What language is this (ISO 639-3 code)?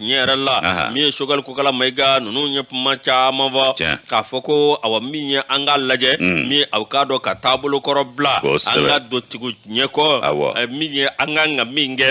bam